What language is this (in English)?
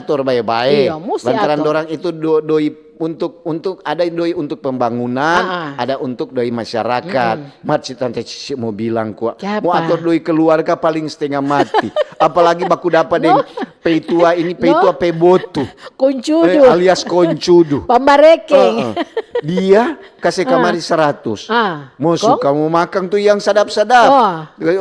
Manado Malay